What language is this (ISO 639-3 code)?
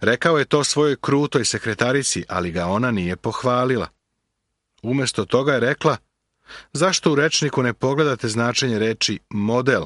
srp